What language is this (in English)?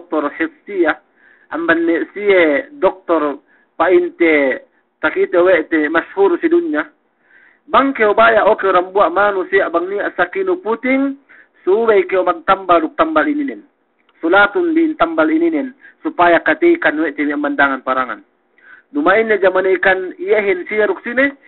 Yakan